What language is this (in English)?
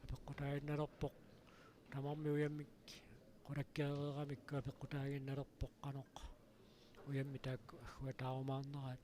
Kalaallisut